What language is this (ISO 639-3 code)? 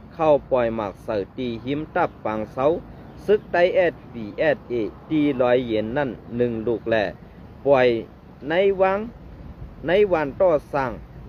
shn